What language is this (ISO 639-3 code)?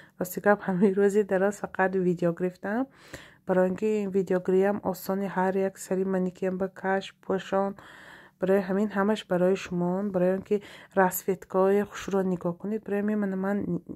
tgk